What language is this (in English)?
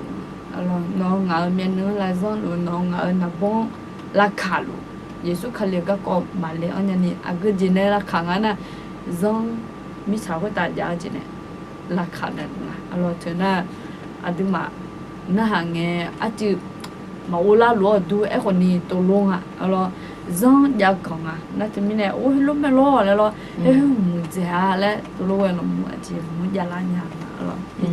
Akha